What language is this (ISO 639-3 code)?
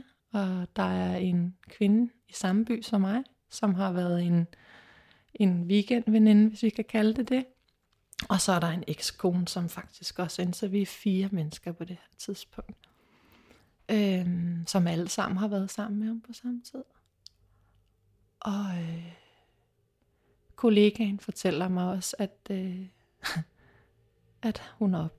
dan